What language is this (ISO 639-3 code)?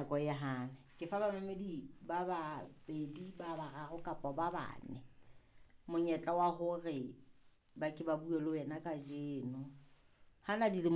sot